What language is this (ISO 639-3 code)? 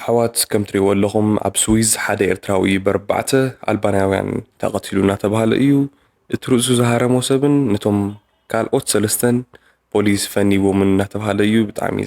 tir